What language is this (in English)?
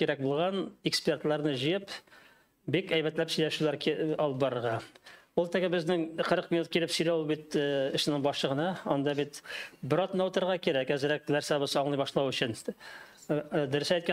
Tatar